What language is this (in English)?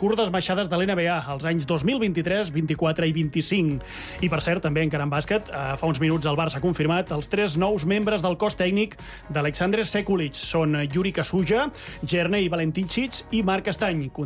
Catalan